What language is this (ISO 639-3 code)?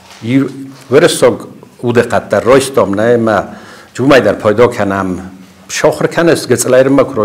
oss